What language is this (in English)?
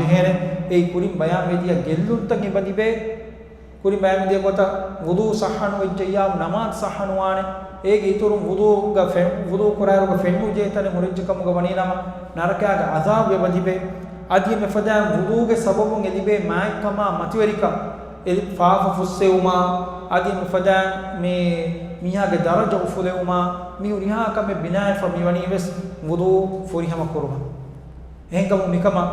Divehi